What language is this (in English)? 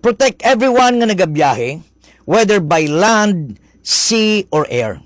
Hiligaynon